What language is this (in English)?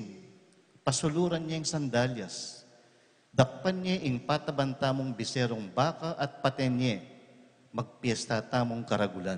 Pampanga